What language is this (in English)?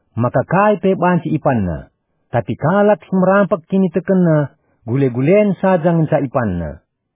Batak Karo